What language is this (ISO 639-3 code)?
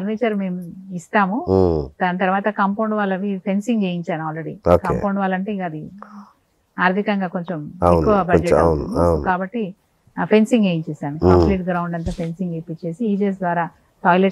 tel